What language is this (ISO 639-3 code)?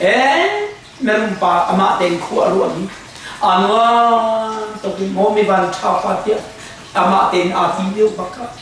cnh